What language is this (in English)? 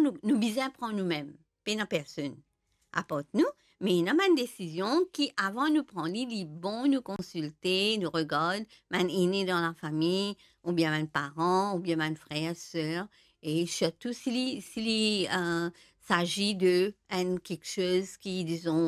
Morisyen